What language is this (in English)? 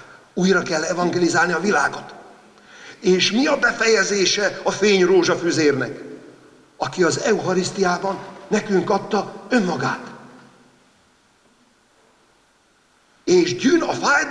Hungarian